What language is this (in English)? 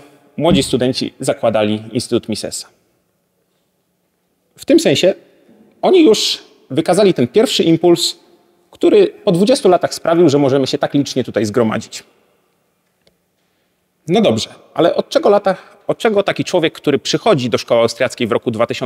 Polish